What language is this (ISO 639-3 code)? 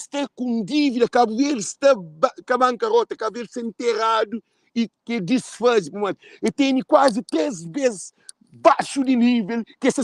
kea